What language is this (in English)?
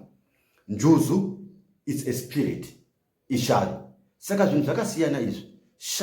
Shona